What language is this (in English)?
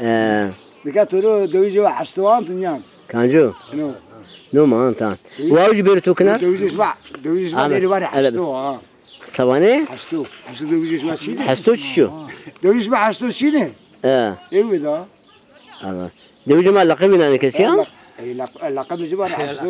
Zaza